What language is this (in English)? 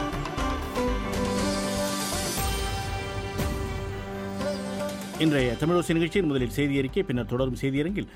Tamil